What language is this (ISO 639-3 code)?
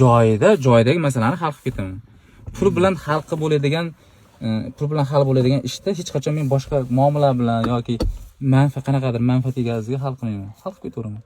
uzb